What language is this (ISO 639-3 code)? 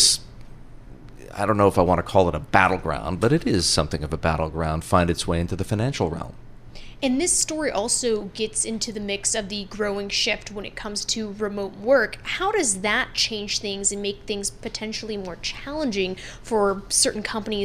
eng